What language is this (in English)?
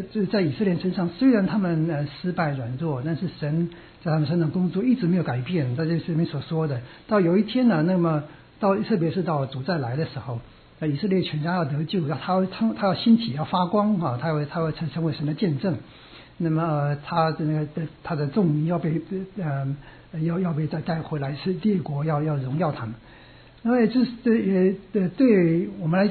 Chinese